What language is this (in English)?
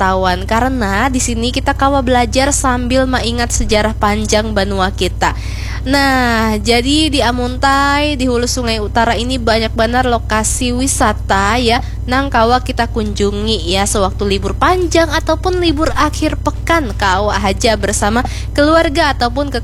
Banjar